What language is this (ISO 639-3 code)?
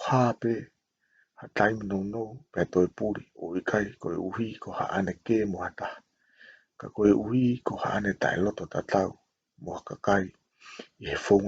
ton